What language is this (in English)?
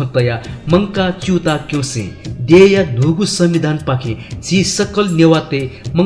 Newari